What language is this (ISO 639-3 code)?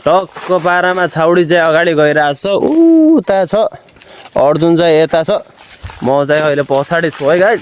nep